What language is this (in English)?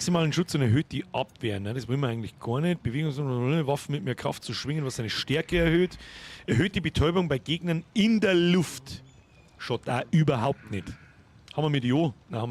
Bavarian